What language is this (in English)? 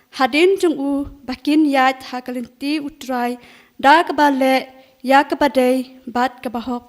Khasi